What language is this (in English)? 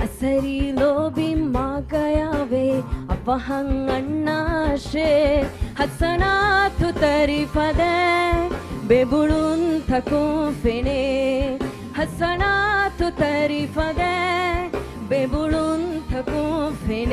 Divehi